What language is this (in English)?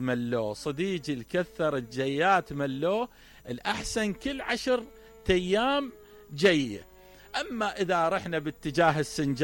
Mesopotamian Arabic